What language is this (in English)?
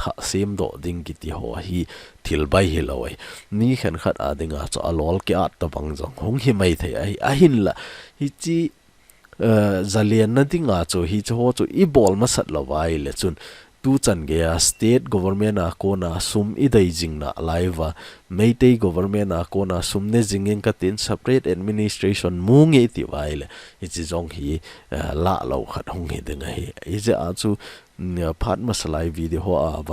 Thado Chin